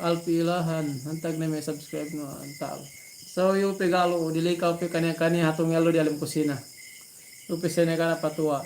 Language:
Yakan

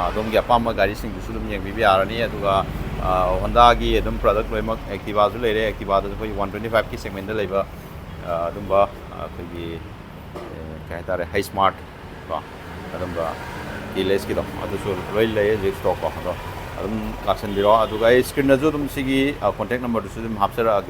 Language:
Manipuri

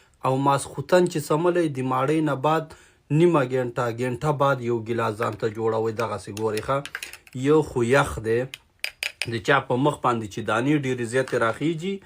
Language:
Pashto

